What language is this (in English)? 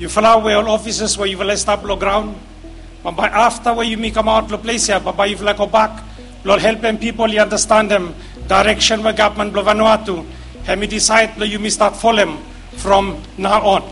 Bislama